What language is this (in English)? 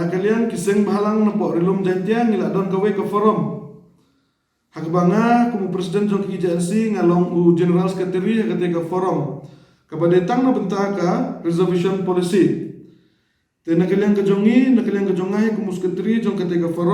Khasi